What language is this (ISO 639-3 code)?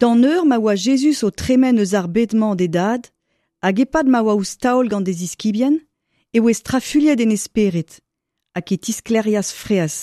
bre